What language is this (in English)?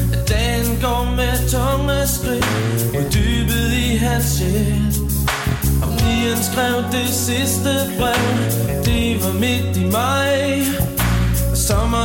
Danish